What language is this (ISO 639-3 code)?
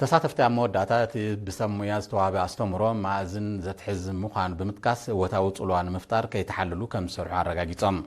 tir